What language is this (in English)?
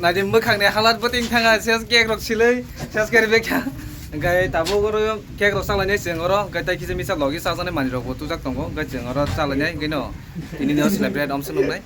Kok Borok